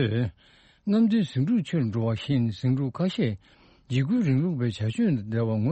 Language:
Tibetan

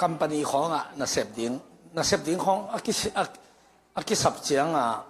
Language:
Tedim Chin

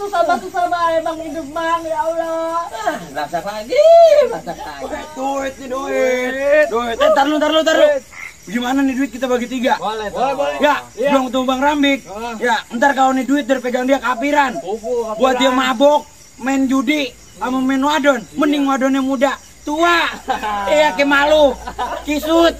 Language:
Betawi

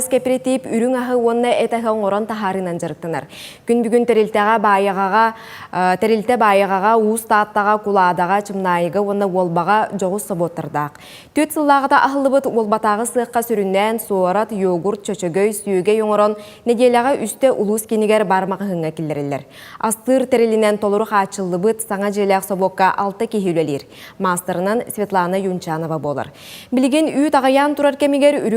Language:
Yakut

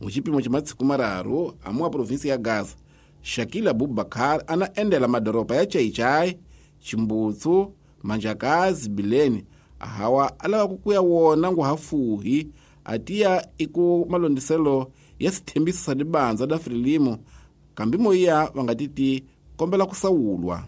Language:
Tsonga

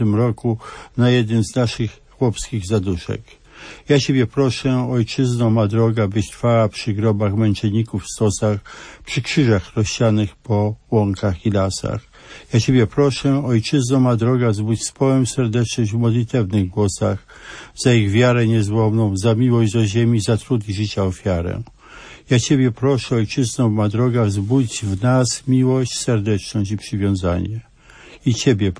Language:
Polish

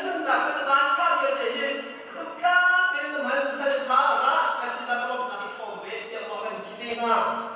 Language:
Hakha Chin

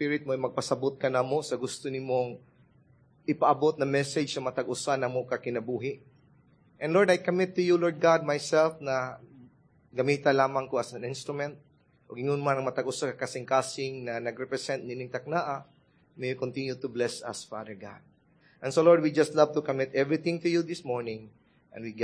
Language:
Cebuano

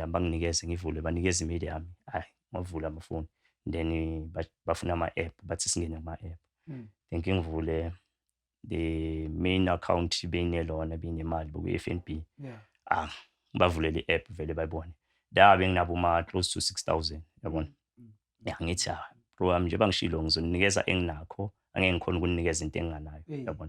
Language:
Zulu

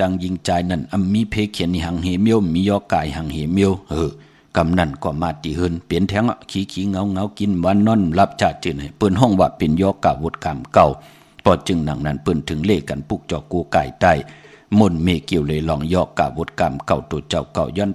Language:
Shan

